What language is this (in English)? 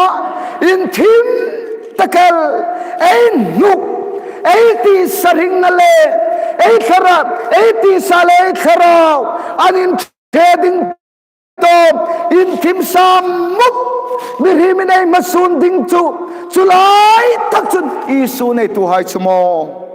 Hmar